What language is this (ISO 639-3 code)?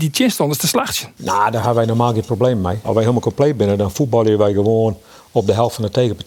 fry